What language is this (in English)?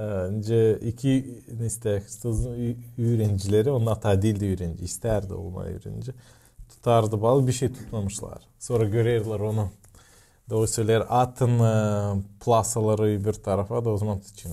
Gagauz